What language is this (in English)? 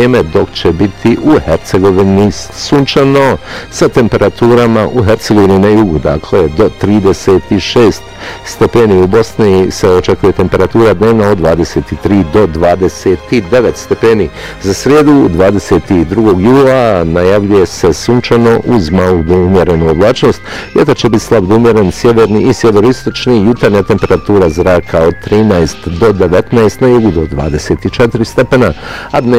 Bosnian